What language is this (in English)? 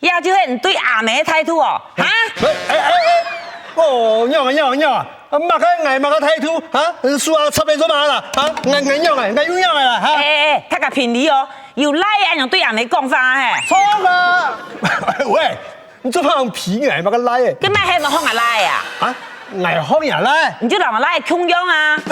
Hakka Chinese